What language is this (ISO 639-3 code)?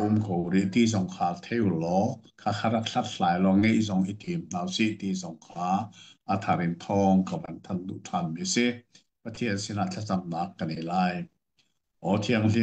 cnh